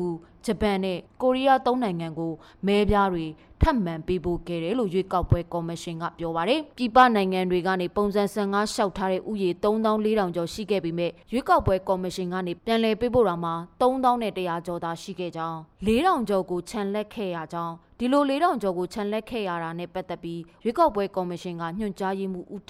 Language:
Burmese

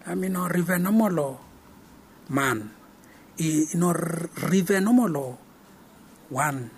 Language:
Bislama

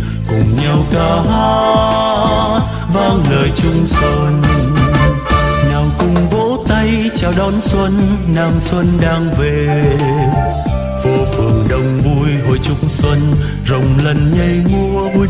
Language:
Vietnamese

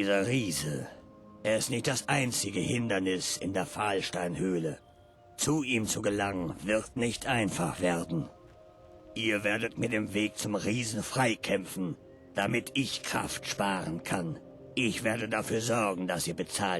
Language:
Bavarian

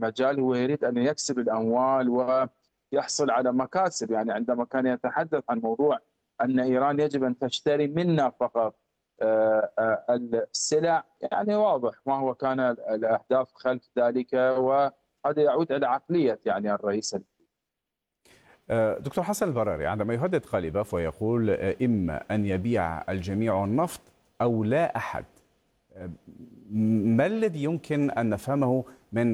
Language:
Arabic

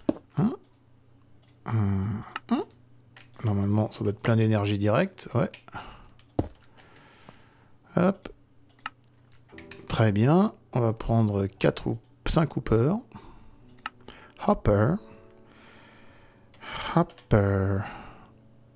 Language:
French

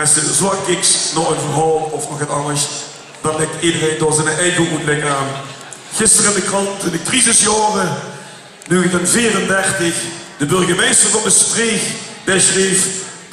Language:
Limburgish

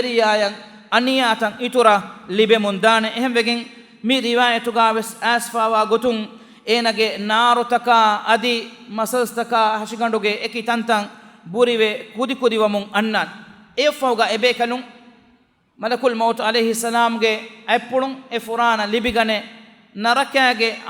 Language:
Divehi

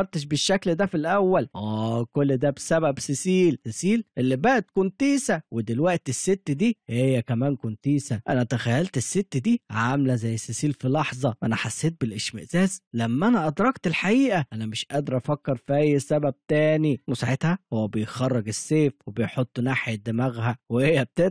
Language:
Egyptian Arabic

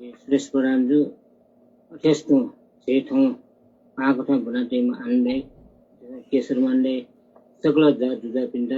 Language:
Newari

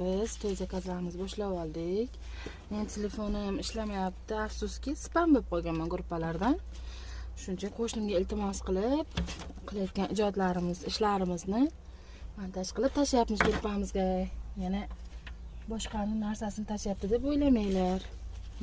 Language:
Uzbek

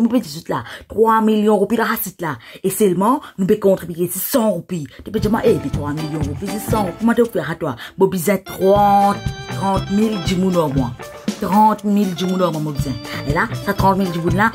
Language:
Morisyen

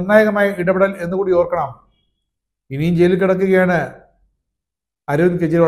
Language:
Malayalam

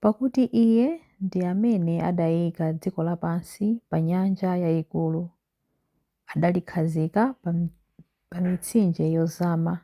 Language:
Nyanja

